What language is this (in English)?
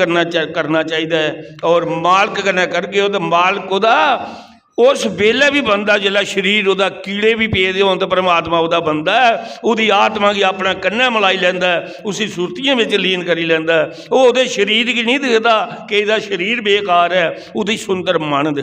Dogri